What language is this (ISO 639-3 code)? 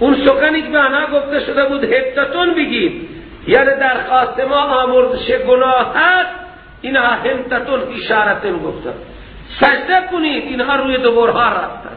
fas